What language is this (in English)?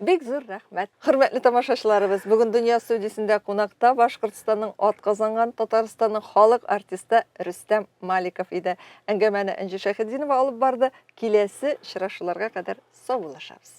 Tatar